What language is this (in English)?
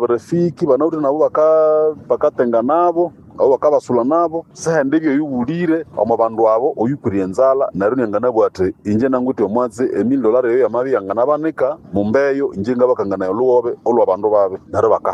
Nande